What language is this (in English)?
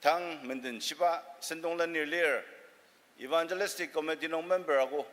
Ao Naga